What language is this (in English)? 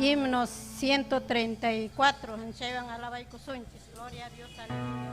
Ayacucho Quechua